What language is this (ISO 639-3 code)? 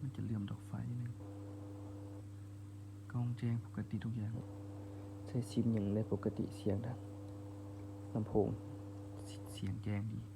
lao